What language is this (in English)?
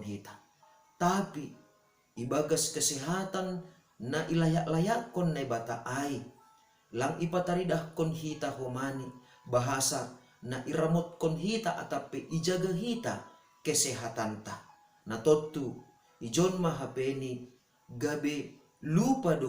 Batak Simalungun